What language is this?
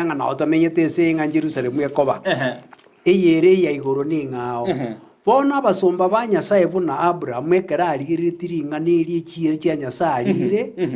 Gusii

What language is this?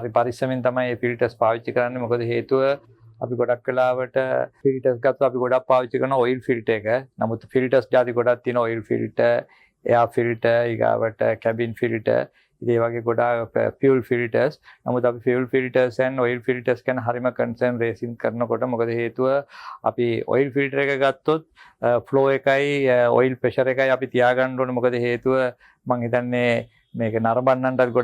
Sinhala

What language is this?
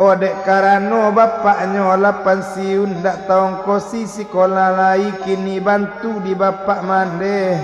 Minangkabau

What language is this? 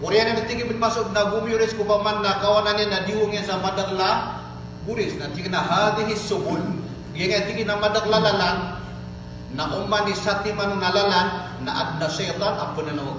Maranao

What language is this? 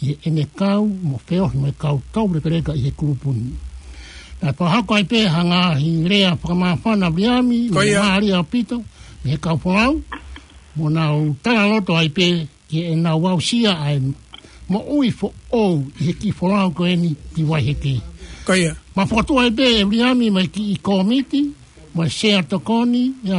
Tongan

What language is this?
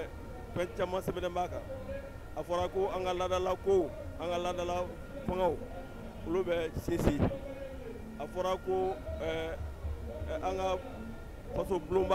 Bambara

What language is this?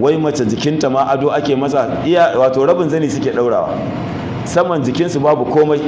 Hausa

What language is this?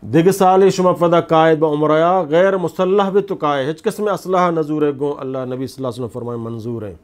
Eastern Balochi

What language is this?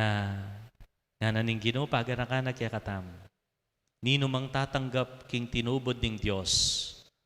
Pampanga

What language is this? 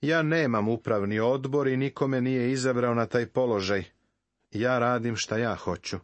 Serbian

